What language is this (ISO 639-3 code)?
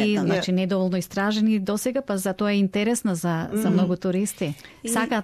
mkd